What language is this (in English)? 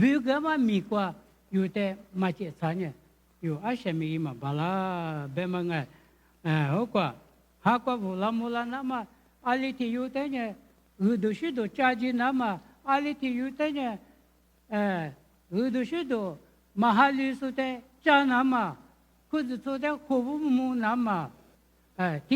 Lisu